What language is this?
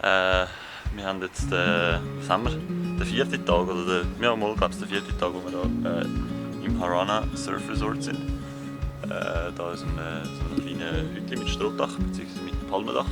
Swiss German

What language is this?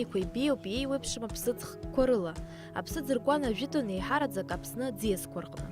Abkhazian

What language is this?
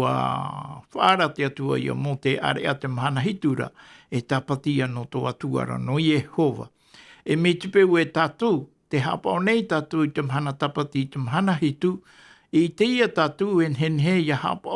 Tahitian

